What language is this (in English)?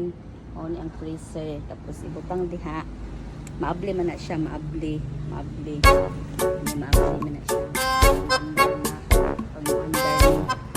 Cebuano